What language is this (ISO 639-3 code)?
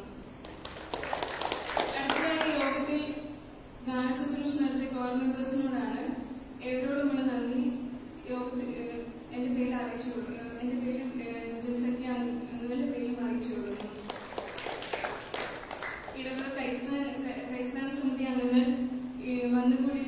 mal